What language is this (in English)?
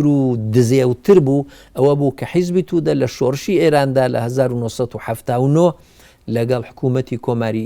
Central Kurdish